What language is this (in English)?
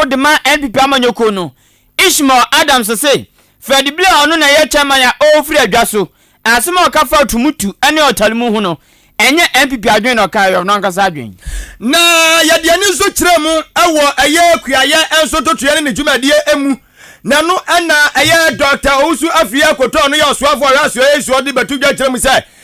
Akan